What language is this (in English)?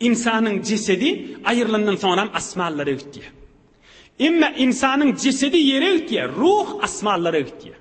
Turkmen